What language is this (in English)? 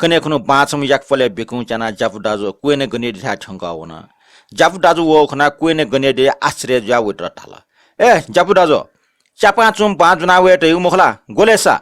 Newari